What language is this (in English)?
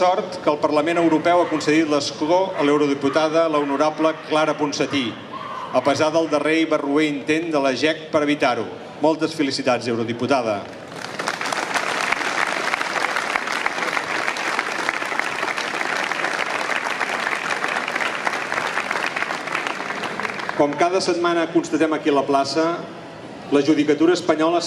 Catalan